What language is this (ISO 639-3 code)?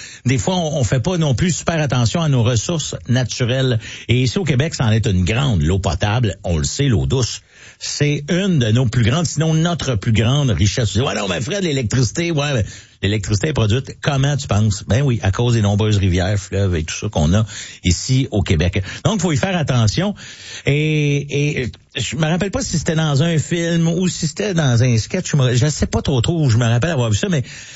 fra